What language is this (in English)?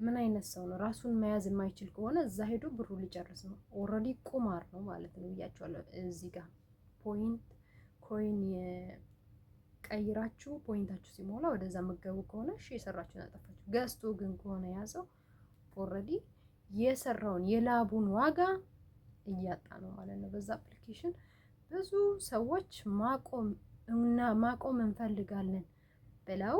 Amharic